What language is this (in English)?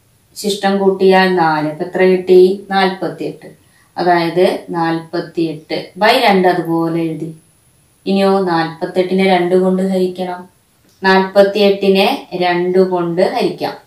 Malayalam